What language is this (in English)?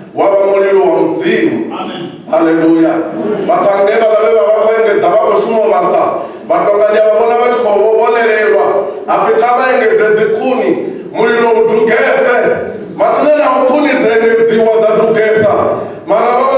Venda